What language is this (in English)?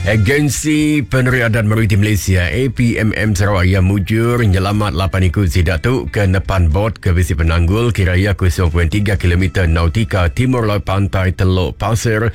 Iban